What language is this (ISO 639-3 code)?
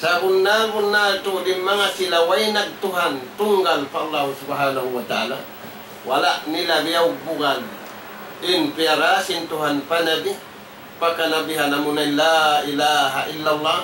tsg